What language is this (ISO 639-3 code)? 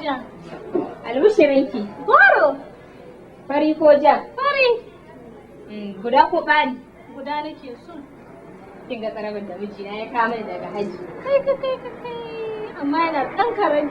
hau